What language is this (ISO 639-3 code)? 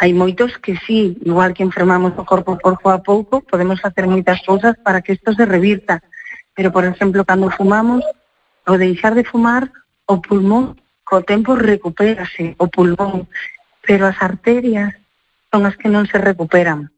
glg